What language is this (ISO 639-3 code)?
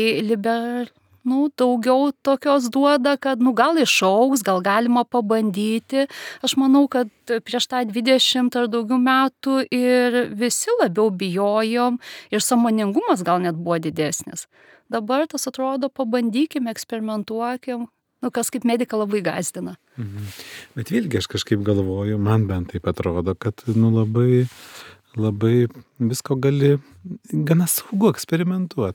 lit